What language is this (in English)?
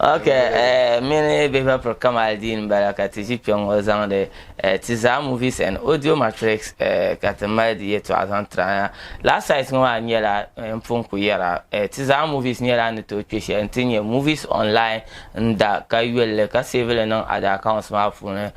Dagbani